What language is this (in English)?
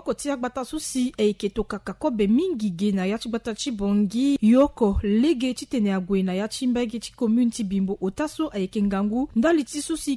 Sango